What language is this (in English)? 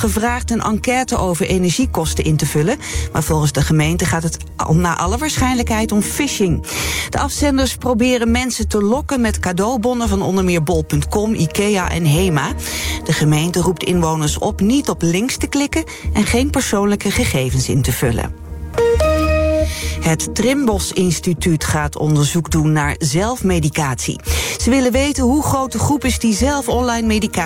Dutch